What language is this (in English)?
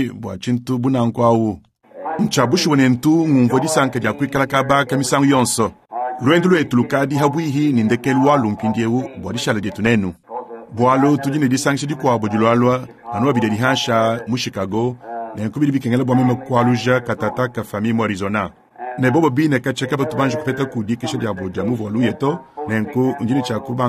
Luba-Lulua